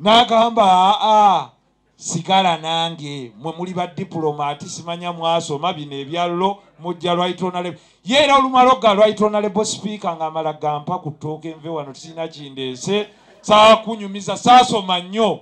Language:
Ganda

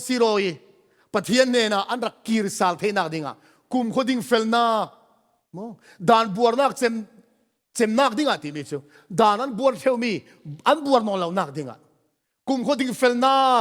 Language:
Falam Chin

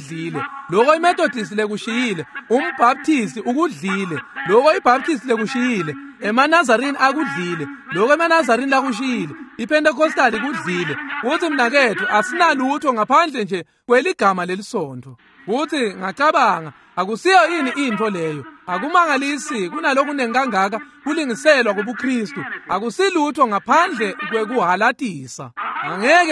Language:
Swati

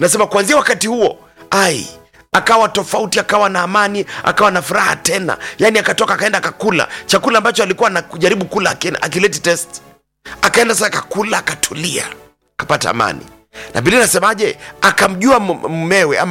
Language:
Swahili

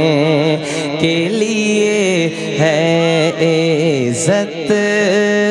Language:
Urdu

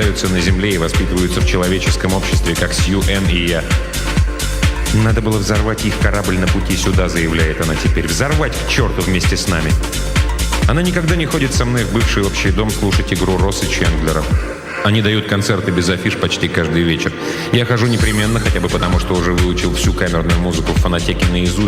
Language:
Russian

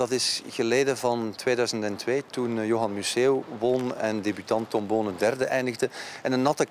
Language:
Dutch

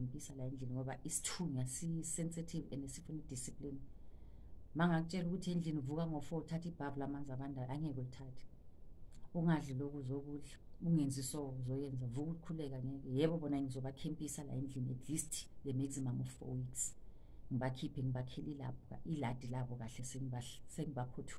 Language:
Zulu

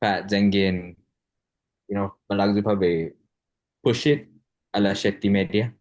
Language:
Chamorro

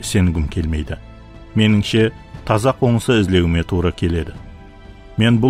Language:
Kara-Kalpak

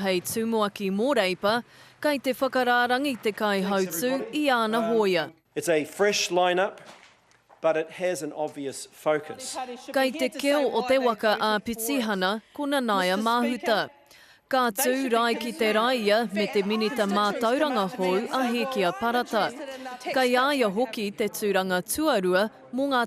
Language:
Māori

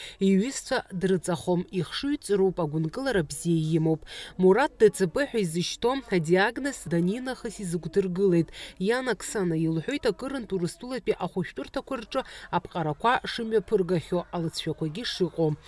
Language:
Abkhazian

